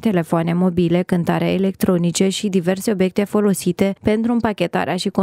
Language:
Romanian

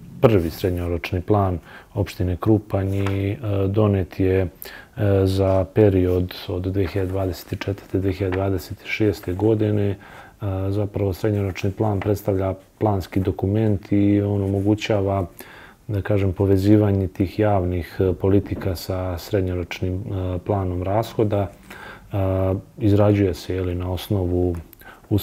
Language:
Serbian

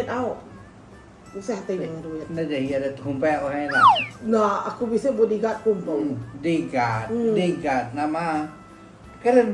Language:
Iban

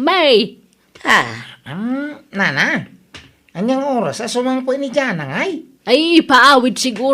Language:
Iloko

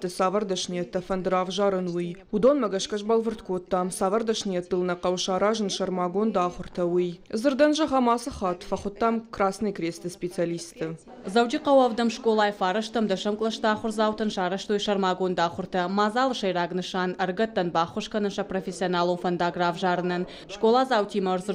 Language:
Ossetic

